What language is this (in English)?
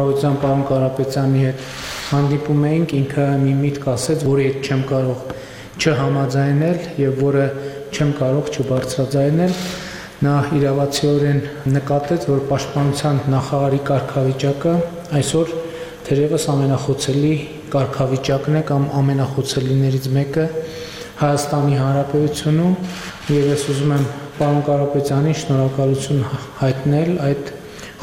Armenian